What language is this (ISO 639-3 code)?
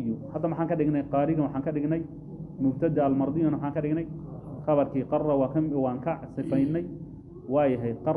som